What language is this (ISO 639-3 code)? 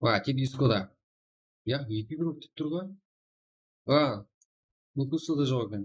kaa